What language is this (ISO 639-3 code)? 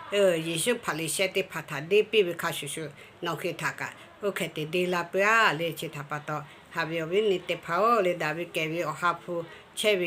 lhu